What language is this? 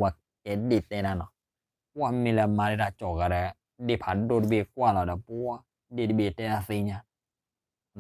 S'gaw Karen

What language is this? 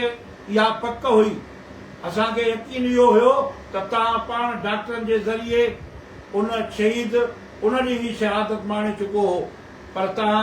Sindhi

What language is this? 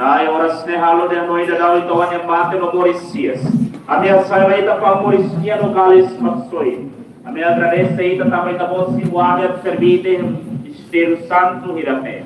Tetum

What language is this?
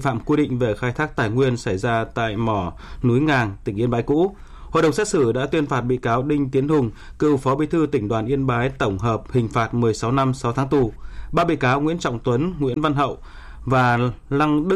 Vietnamese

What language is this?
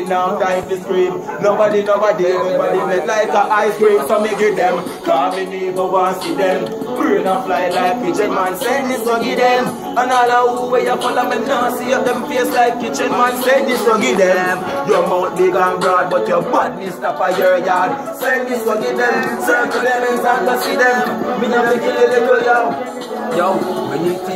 Jamaican Creole English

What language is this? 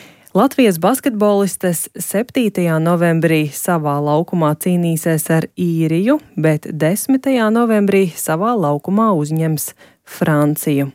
Latvian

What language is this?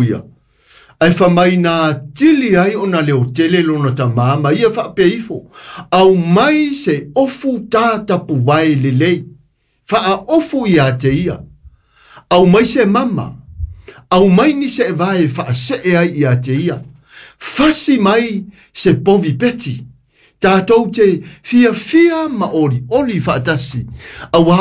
Samoan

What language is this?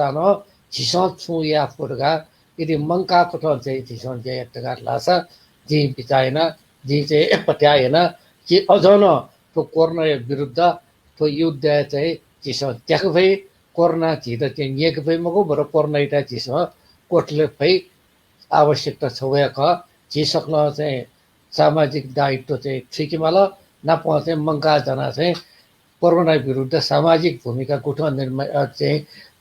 Newari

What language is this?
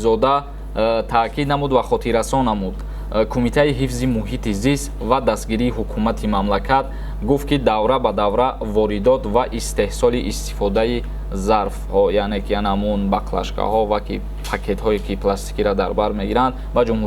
Tajik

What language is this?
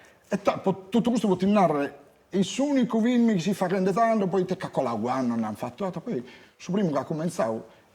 Sardinian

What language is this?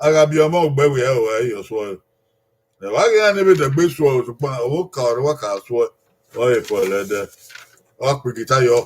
Bini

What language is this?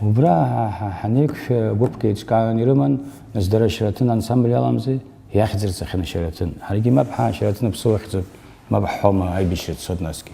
Abkhazian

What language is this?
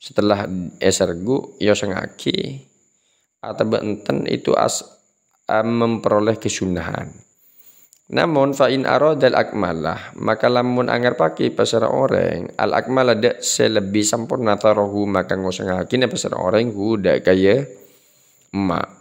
Madurese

